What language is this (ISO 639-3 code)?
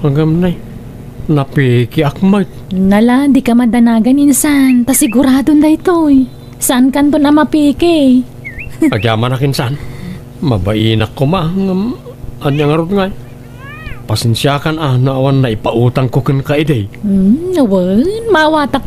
ilo